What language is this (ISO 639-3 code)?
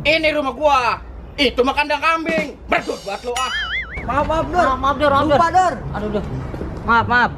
bew